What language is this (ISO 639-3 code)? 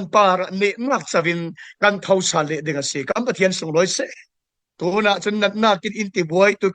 cfm